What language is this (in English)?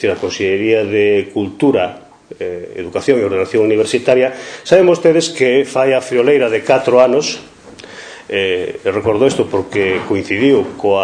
Galician